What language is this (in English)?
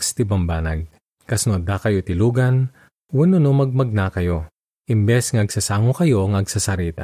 Iloko